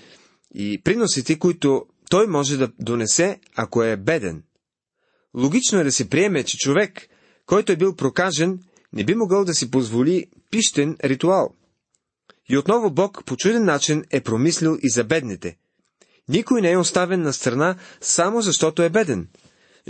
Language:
Bulgarian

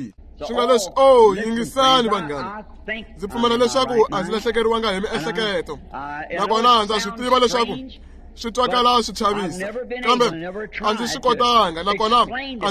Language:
Tsonga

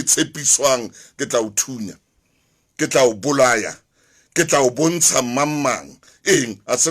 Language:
Southern Sotho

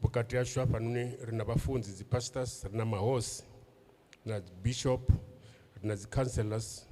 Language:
Venda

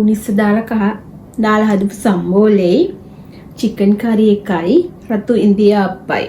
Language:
Sinhala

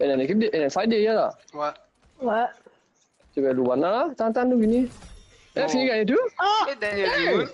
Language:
Morisyen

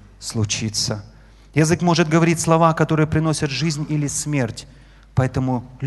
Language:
Russian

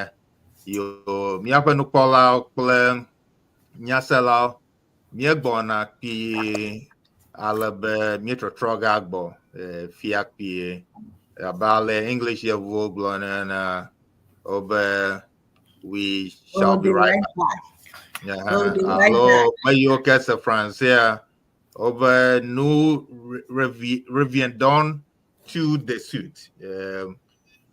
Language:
Ewe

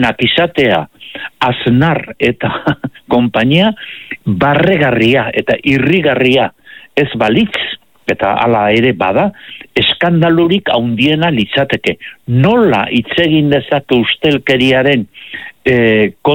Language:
Basque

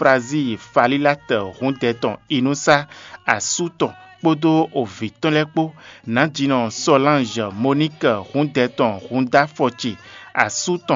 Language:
Fon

